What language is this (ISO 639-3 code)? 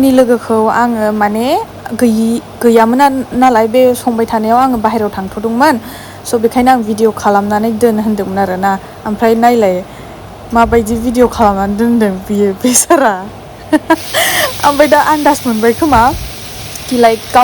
brx